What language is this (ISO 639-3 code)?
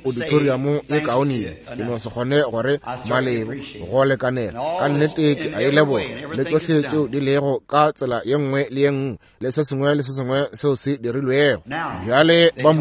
nso